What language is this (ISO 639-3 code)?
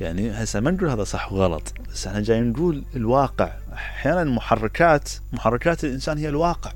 acm